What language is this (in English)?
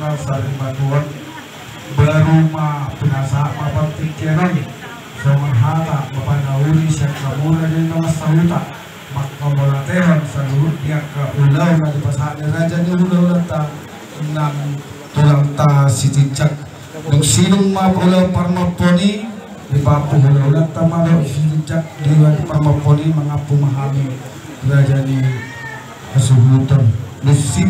Batak Toba